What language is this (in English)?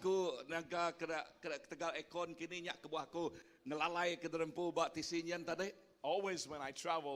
Iban